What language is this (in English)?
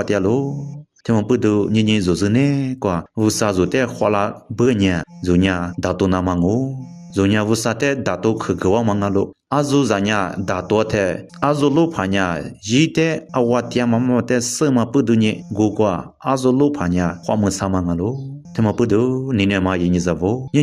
Lisu